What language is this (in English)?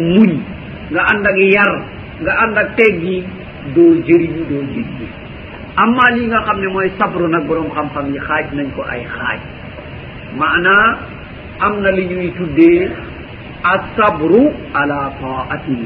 Wolof